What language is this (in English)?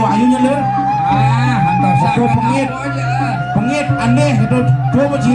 Balinese